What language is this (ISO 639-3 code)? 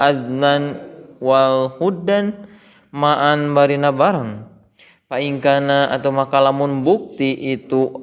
sun